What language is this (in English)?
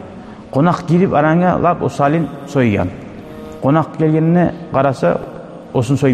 Kumyk